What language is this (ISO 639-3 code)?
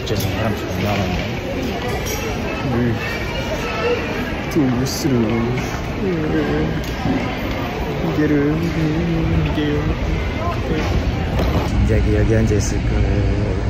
kor